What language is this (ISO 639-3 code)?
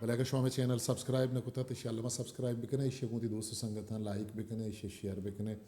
bgp